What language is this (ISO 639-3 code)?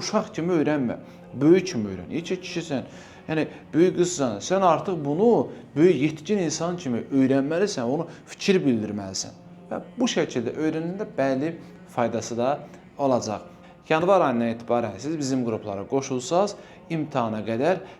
aze